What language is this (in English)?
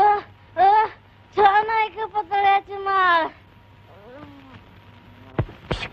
Marathi